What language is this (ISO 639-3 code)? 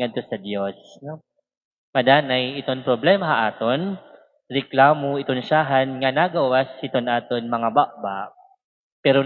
war